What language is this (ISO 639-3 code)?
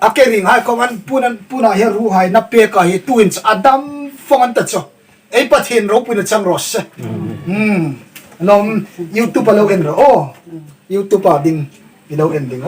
hmr